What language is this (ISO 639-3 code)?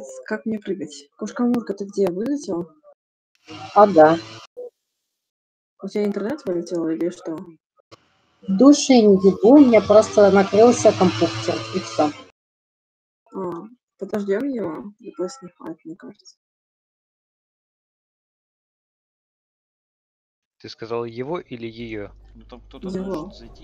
rus